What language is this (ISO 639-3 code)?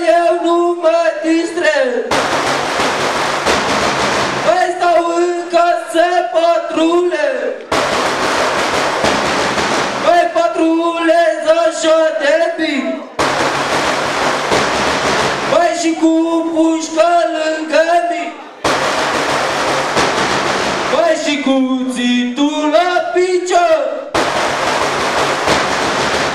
ron